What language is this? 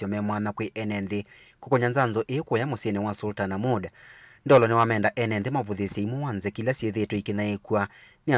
Kamba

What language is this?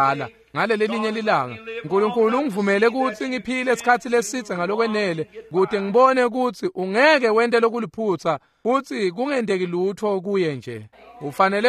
Swati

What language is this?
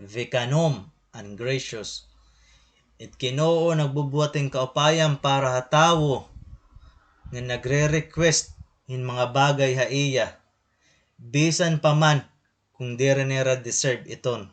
Waray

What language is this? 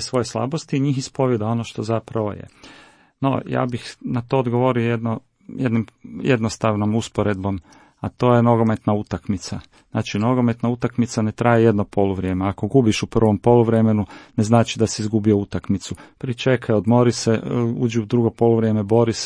Croatian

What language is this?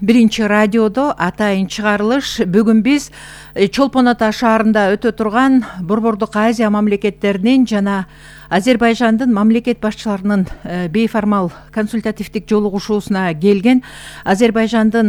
Kyrgyz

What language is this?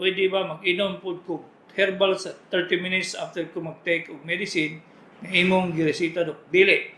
Cebuano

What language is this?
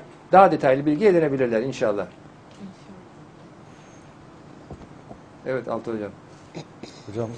Turkish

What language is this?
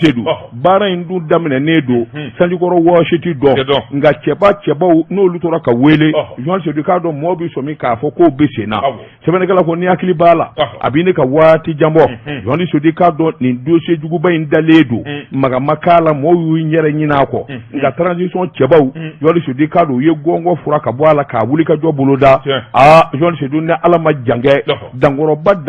Bambara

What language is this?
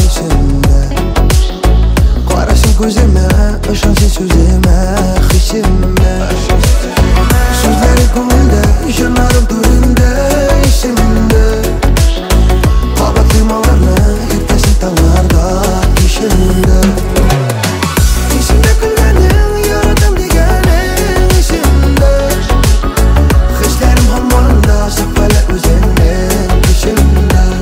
Tatar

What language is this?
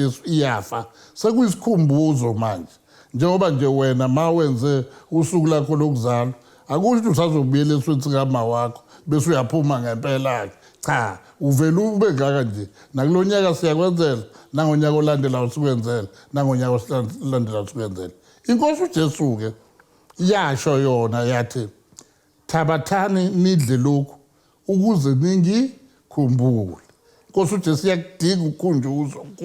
Zulu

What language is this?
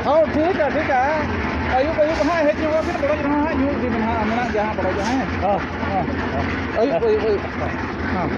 Santali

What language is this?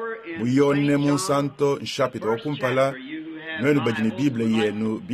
Luba-Lulua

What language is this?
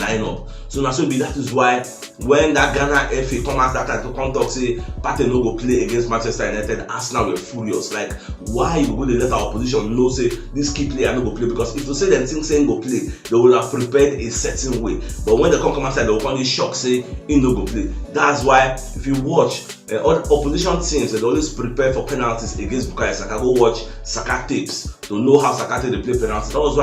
Nigerian Pidgin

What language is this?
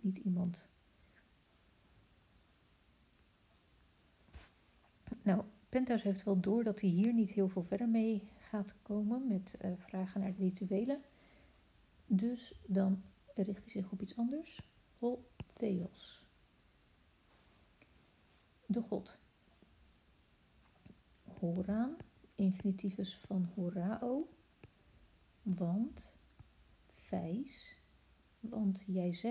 Dutch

